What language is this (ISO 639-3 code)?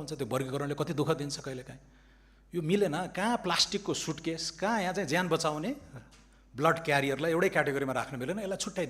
nep